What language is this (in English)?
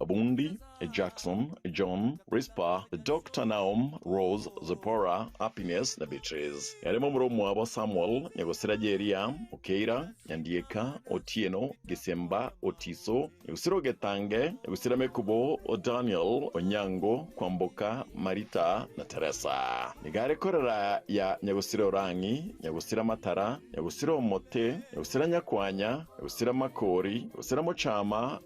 Gusii